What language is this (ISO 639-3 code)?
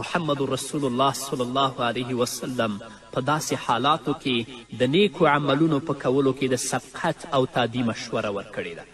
pus